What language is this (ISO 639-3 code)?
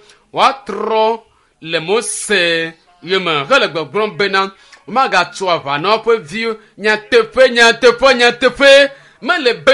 ewe